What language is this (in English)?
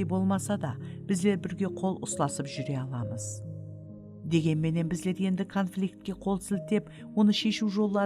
Kara-Kalpak